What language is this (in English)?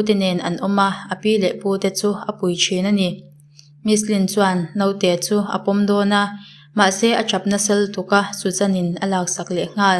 Mizo